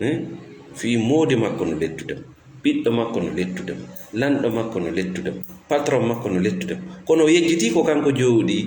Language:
Fula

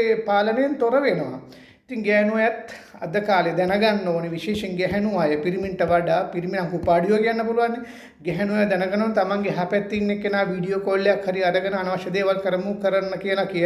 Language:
Sinhala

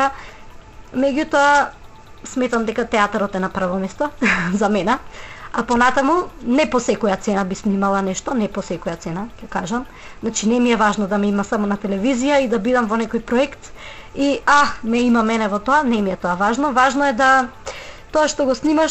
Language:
Macedonian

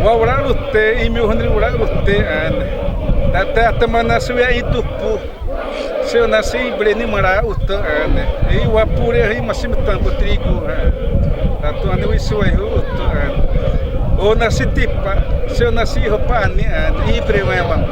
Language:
Xavánte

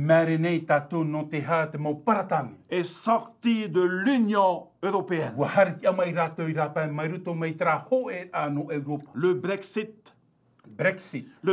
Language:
Tahitian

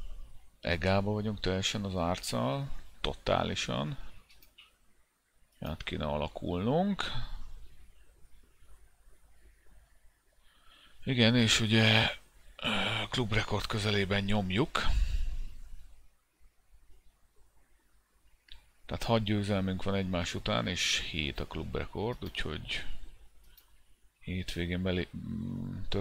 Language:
Hungarian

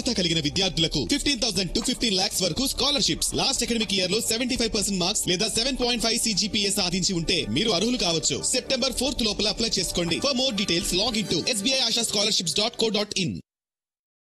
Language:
Telugu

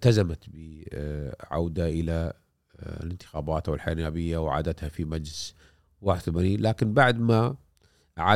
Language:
Gulf Arabic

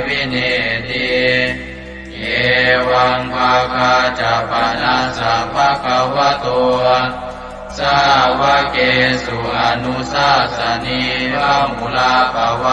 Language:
Pali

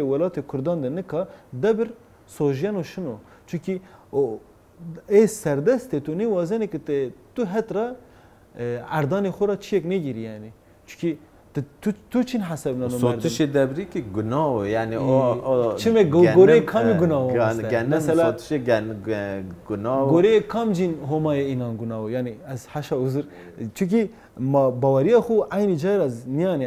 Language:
Zaza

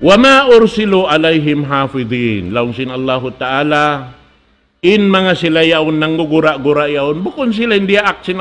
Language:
Tausug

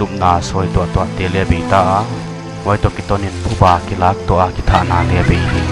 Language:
Paite Chin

